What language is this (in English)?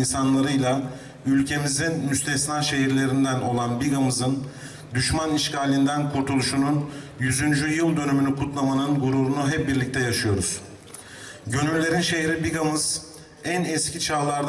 Turkish